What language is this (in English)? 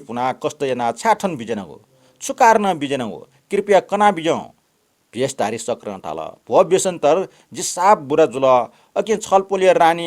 Newari